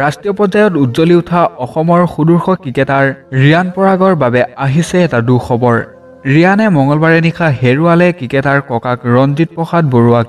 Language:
Assamese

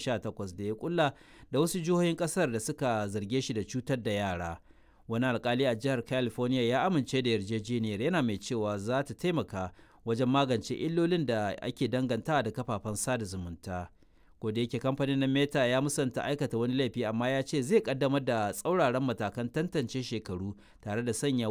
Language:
Hausa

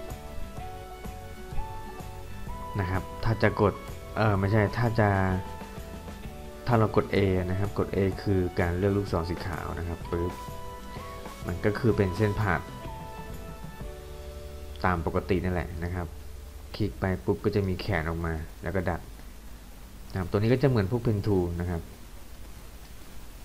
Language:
Thai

